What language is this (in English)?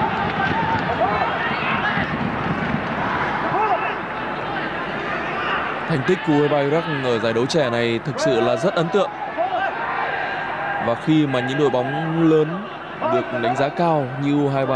Vietnamese